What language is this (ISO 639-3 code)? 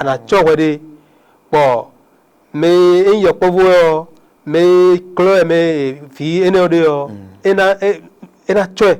fon